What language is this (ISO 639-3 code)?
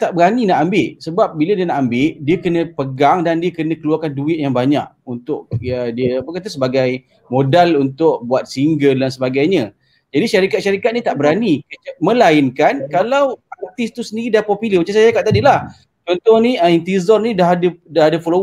msa